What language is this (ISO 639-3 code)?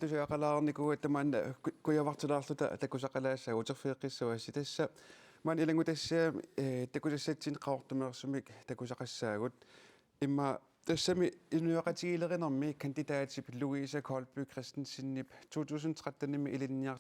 kal